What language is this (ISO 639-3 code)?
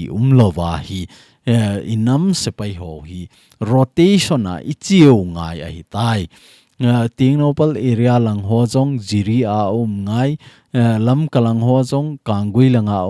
tcz